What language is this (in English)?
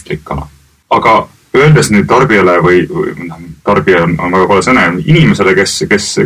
Estonian